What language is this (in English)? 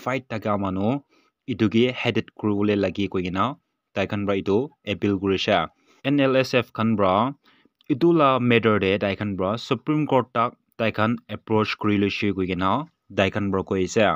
Naga Pidgin